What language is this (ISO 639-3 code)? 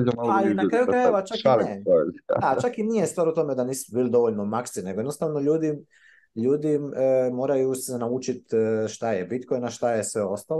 srp